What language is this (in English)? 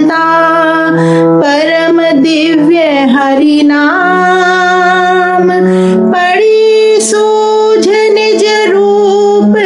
Hindi